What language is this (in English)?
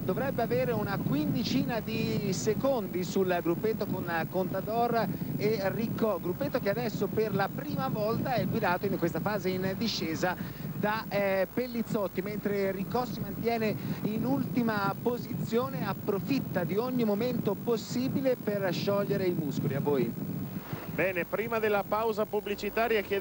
Italian